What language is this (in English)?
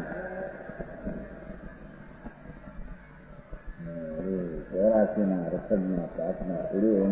Gujarati